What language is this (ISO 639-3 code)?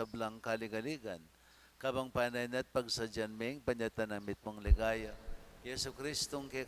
pam